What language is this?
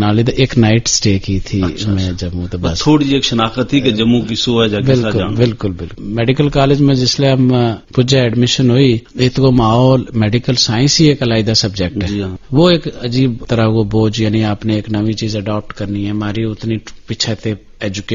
Gujari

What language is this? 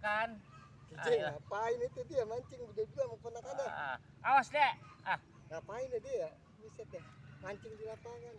Betawi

